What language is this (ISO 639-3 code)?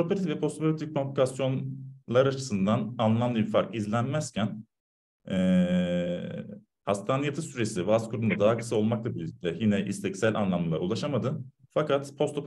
tur